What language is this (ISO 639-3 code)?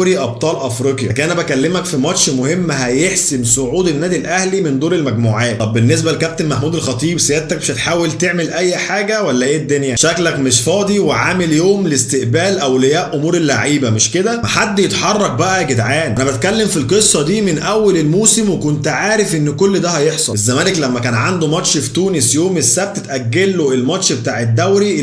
arz